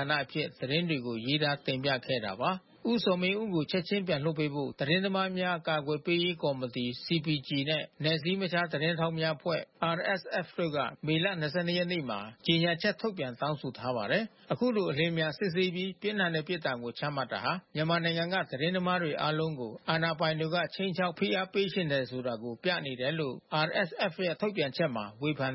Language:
Burmese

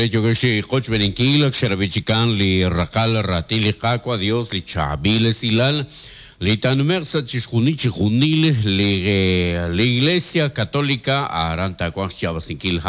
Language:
Kekchí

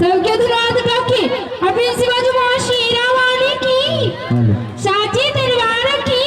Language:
Maithili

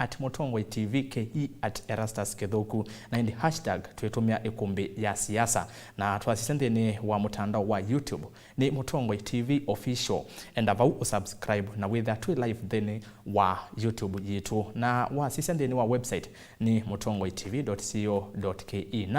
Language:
Kamba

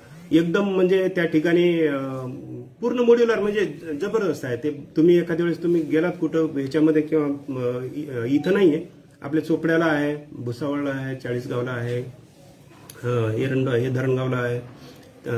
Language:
Marathi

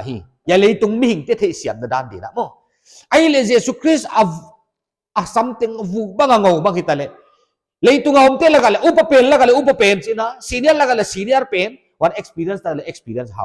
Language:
Paite Chin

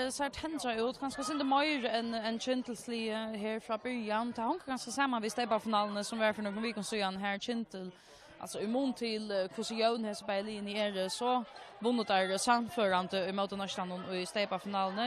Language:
Faroese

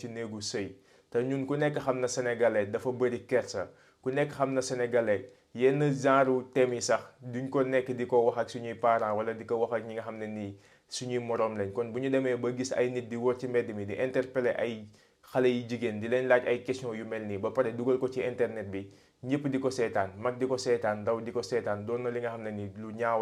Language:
Wolof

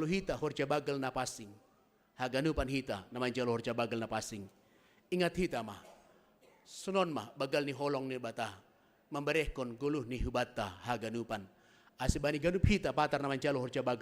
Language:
Batak Simalungun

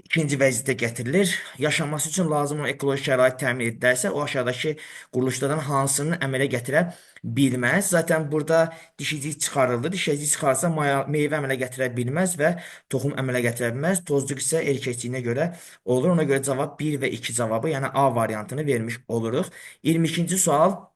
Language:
Azerbaijani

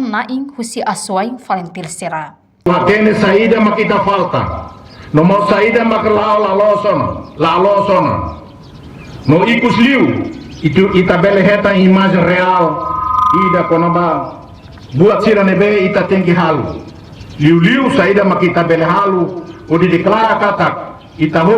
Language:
Tetum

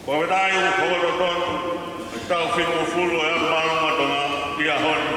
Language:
Tongan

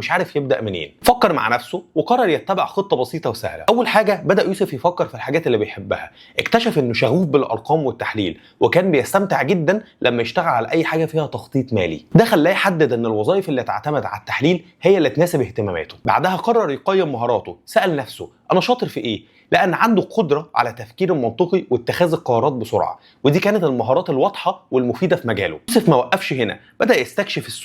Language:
Egyptian Arabic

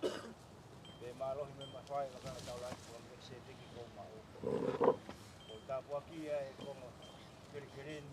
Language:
Tongan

